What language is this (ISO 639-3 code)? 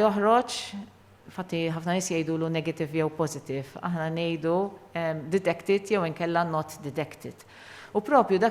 mlt